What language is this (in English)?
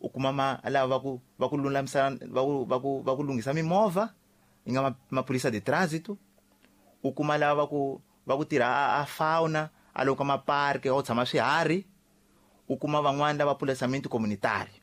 Tsonga